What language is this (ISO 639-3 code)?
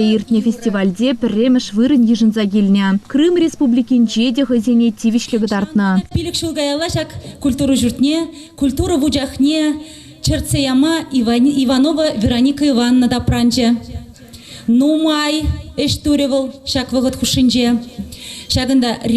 chv